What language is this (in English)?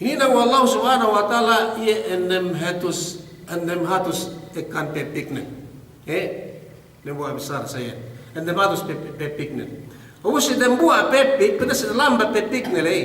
Yakan